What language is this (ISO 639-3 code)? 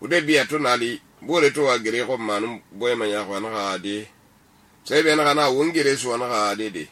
sus